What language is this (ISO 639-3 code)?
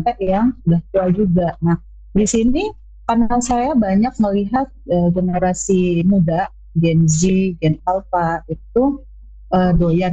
ind